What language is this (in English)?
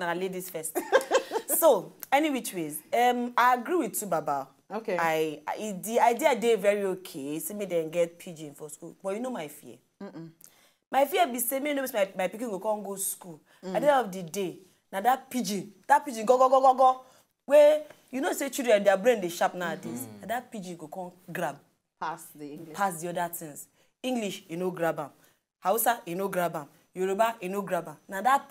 Nigerian Pidgin